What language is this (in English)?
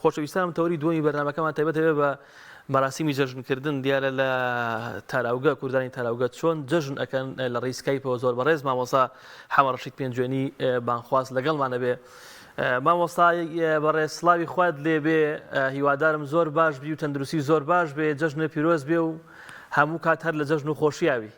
Central Kurdish